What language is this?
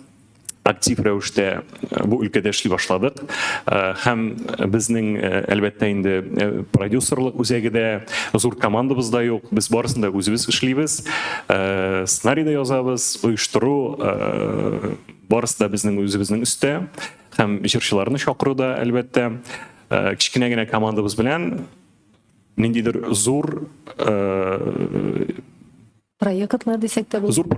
Tatar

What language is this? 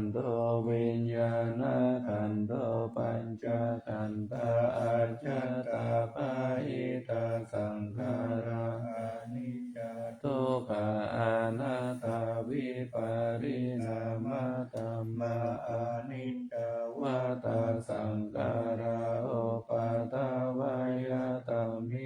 Pali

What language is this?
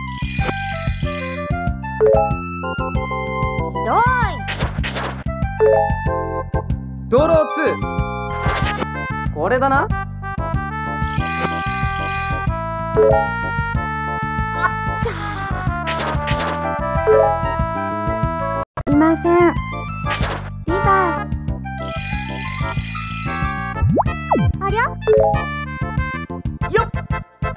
Japanese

